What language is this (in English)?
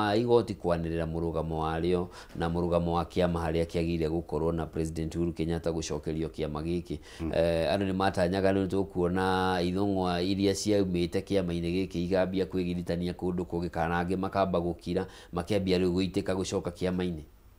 Kikuyu